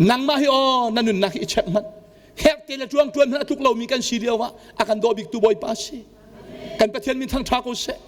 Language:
Hakha Chin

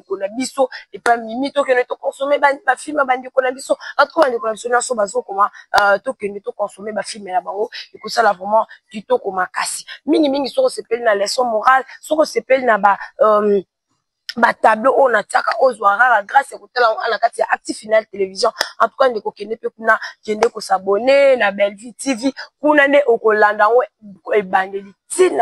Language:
Lingala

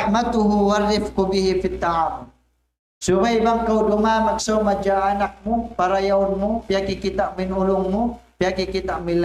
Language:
Tausug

